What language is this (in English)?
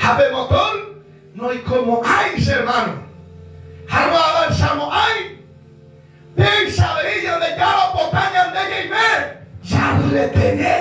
Guarani